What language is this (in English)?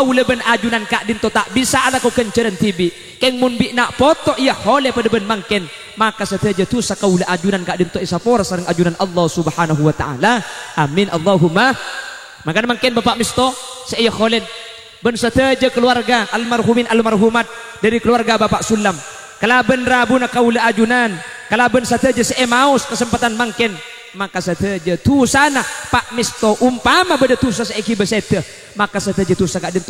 Madurese